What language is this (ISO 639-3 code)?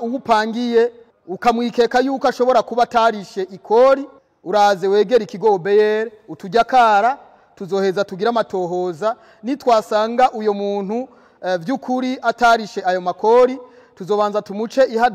run